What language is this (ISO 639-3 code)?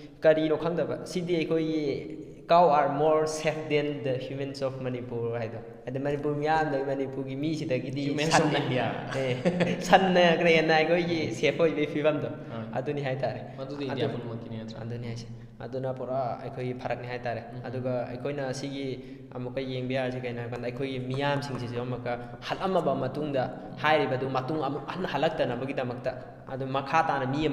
mni